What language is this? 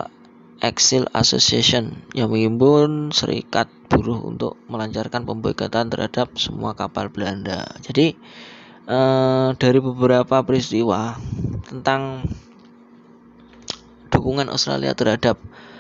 Indonesian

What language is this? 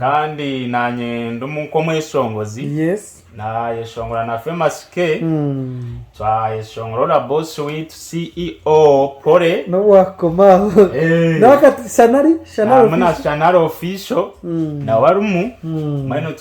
Nyankole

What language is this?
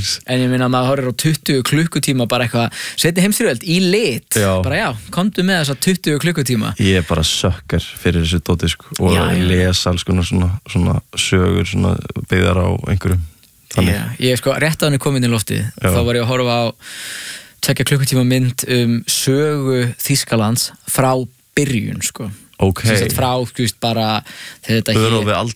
Icelandic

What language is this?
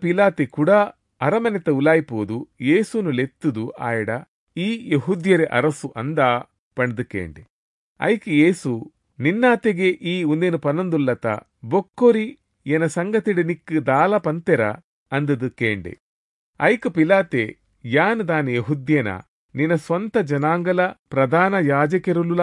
Tulu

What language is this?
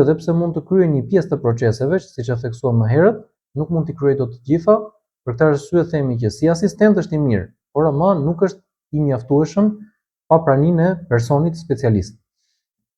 Albanian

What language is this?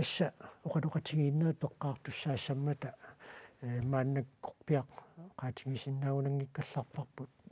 Kalaallisut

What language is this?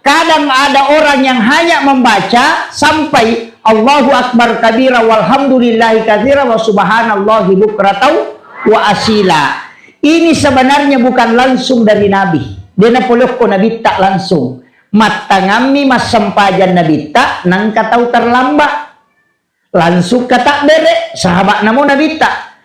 Buginese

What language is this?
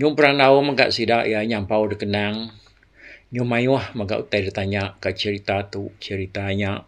Iban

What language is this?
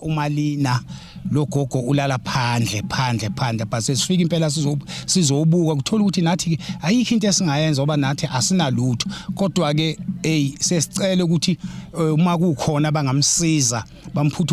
Zulu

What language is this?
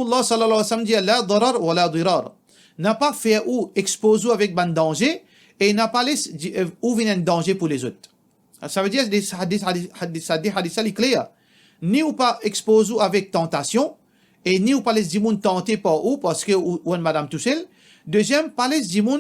Morisyen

